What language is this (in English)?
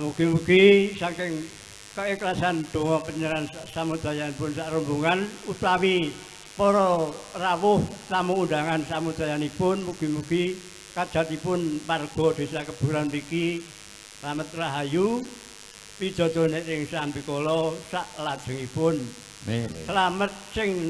Javanese